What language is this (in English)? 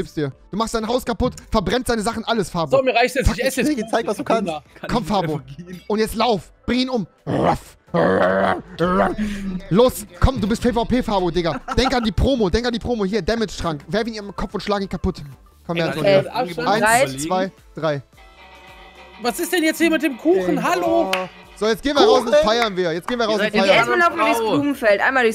German